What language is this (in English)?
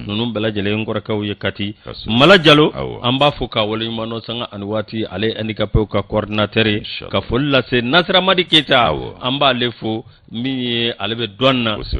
Bambara